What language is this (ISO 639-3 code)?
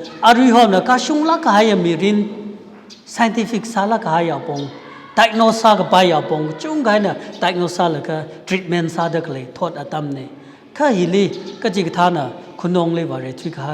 nmf